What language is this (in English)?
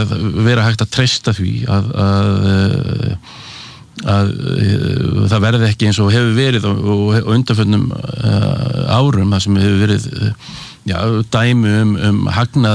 Icelandic